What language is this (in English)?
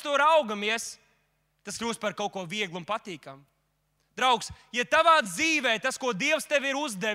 Latvian